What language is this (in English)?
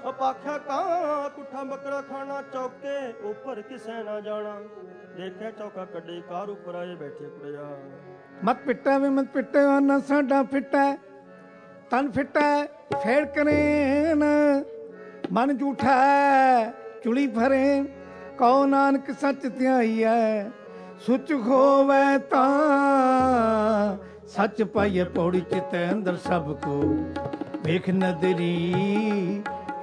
Punjabi